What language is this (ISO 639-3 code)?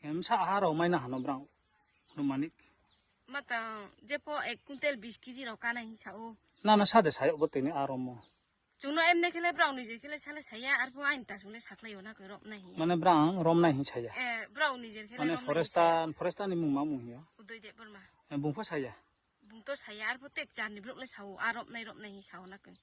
ria